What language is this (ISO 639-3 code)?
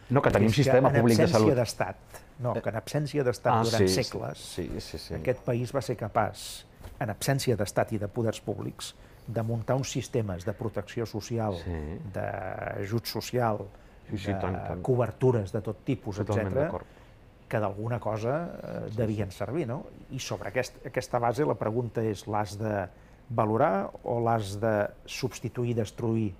cat